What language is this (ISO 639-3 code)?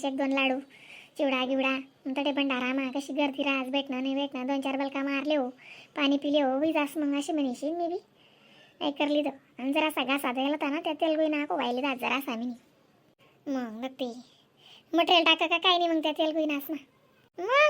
khn